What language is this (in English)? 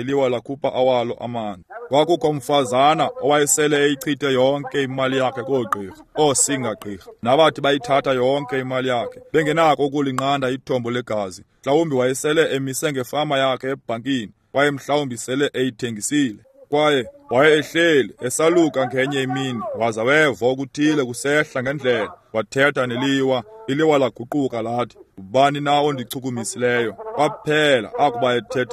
Xhosa